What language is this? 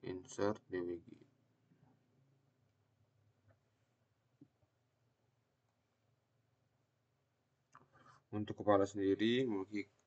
Indonesian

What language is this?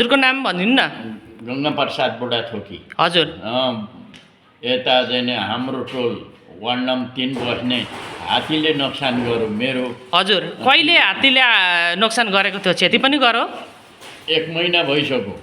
Nepali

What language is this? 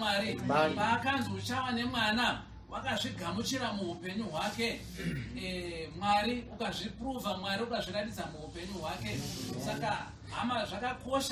Shona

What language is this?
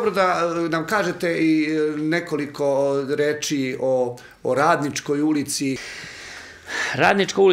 Serbian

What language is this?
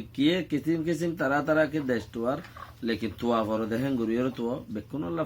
Rohingya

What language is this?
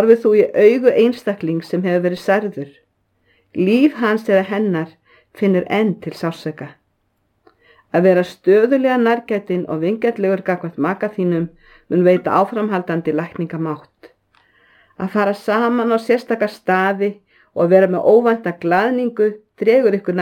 Icelandic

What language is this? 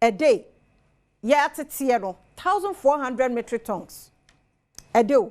Akan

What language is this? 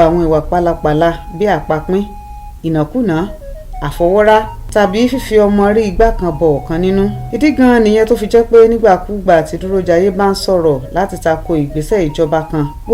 Yoruba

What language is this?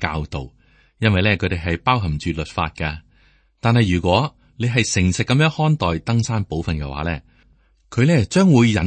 Cantonese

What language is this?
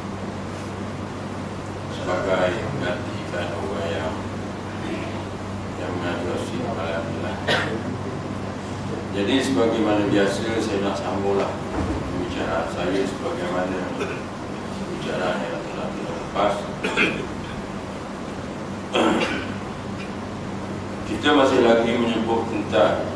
Malay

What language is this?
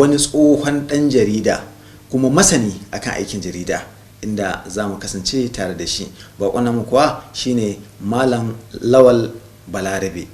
Hausa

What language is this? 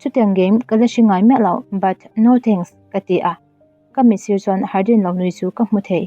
Mizo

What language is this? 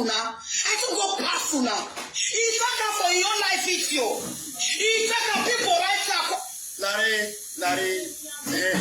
Nigerian Pidgin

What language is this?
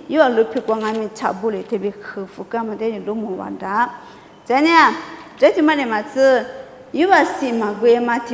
Lisu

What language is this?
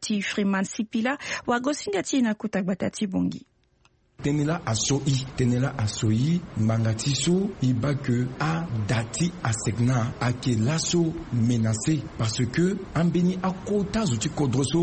Sango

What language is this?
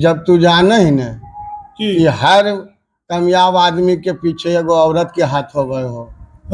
Magahi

